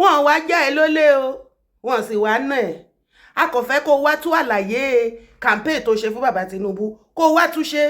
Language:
Yoruba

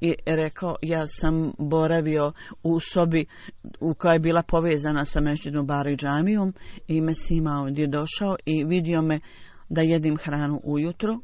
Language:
Bosnian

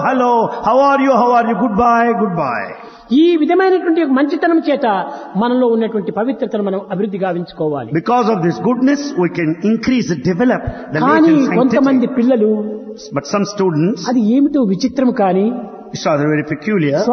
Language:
Telugu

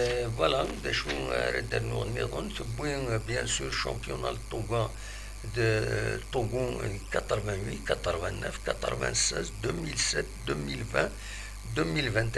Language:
Kabyle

